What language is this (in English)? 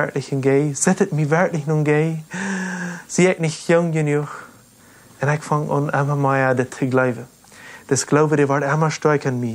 Plautdietsch